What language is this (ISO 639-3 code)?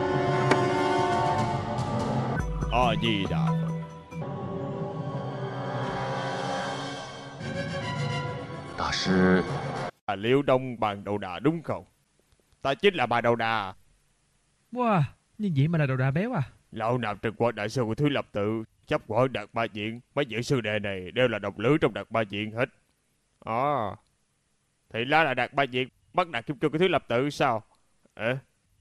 vie